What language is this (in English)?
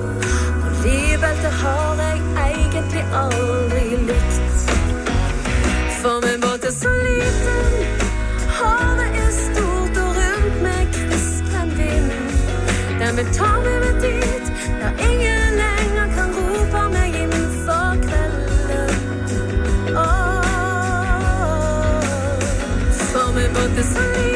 Norwegian